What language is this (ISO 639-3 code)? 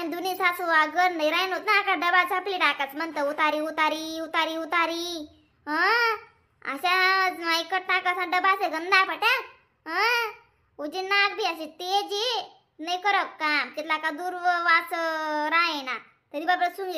khn